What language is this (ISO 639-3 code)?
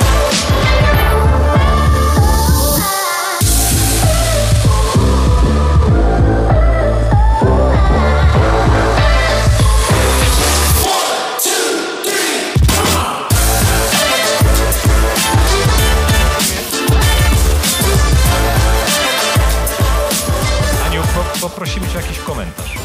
pol